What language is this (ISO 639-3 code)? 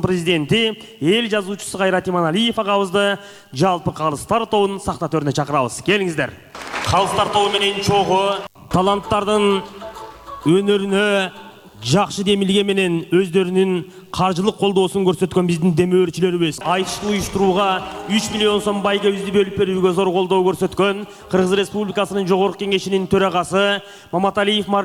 kir